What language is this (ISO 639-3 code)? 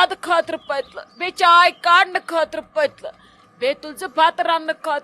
kas